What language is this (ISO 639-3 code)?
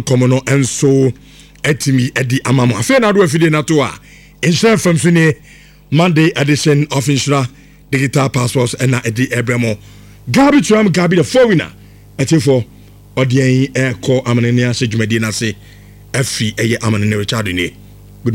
aka